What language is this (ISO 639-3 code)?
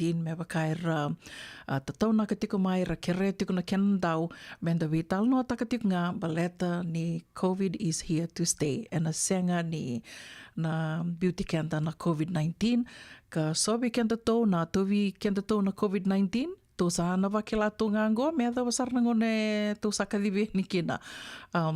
fij